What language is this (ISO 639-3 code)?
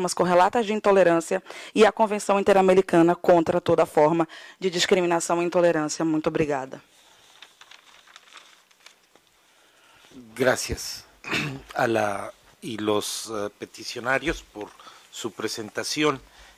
por